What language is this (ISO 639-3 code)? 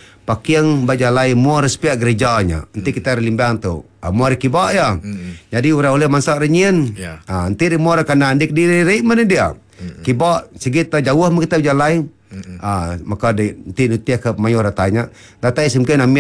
iba